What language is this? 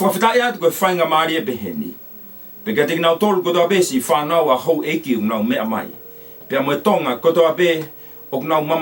Tongan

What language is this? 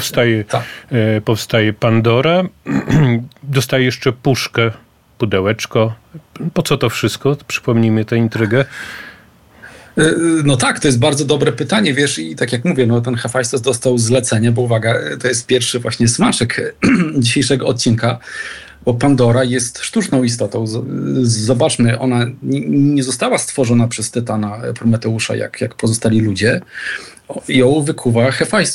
Polish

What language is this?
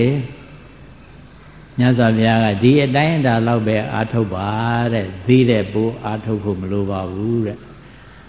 Burmese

